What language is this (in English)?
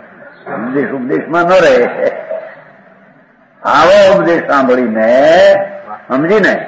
Gujarati